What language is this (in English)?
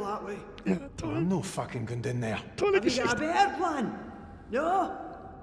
Bavarian